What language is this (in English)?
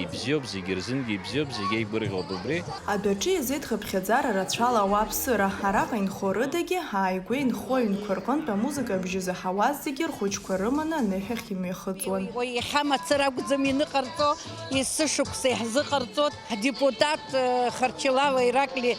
Abkhazian